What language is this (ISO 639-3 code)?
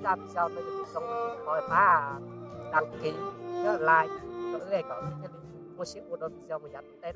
hmn